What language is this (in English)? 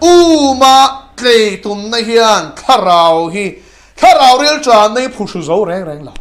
Mizo